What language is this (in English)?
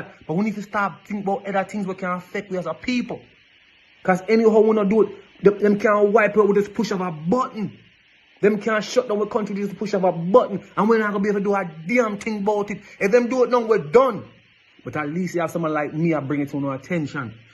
Jamaican Creole English